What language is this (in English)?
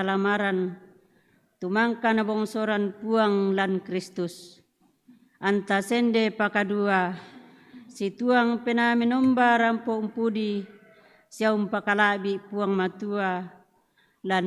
Toraja-Sa'dan